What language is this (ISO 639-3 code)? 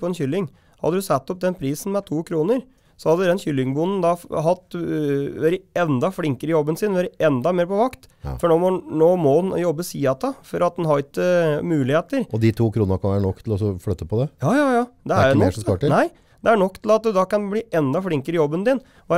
nor